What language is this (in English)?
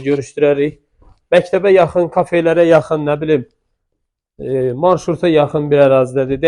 Azerbaijani